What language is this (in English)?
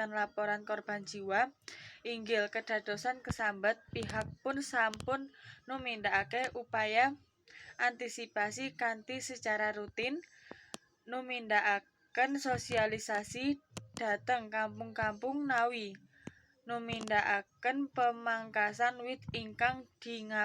Javanese